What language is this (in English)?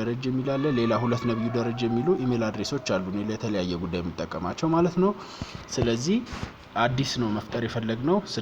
Amharic